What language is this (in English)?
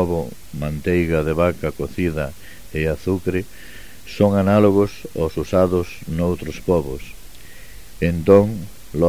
Galician